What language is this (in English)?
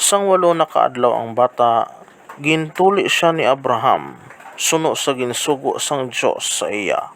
Hiligaynon